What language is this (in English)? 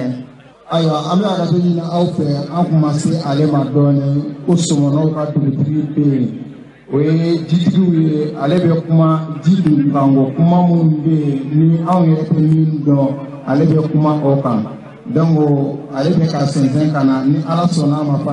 Bambara